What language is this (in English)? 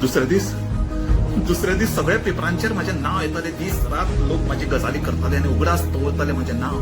Konkani